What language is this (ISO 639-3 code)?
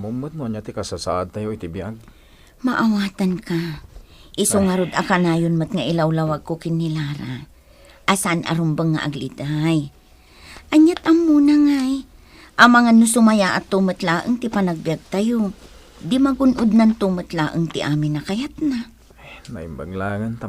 ilo